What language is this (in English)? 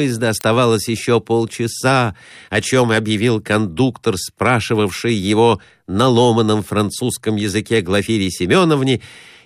Russian